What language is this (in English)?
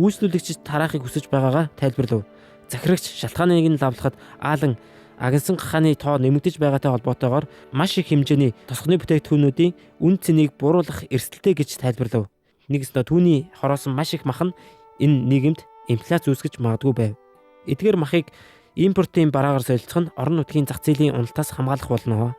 Mongolian